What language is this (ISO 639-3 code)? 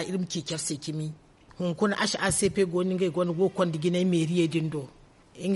dje